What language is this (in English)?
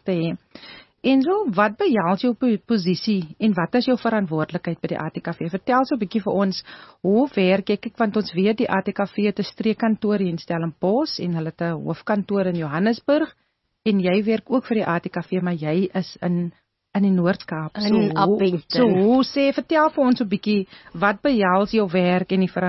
Afrikaans